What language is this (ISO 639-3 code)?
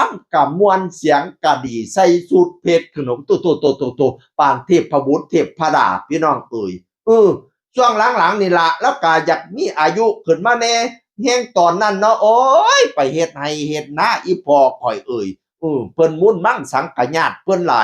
tts